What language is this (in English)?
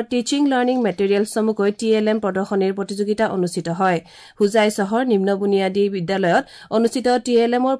Assamese